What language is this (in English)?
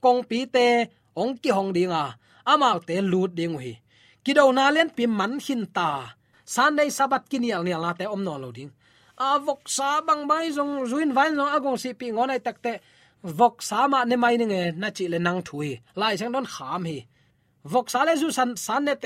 Tedim Chin